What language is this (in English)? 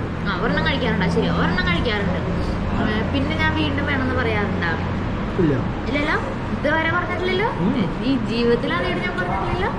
Malayalam